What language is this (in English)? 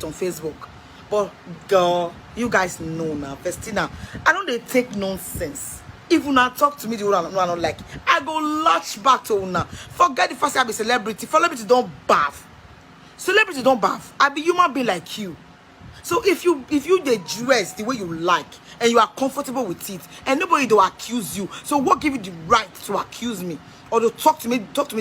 Nigerian Pidgin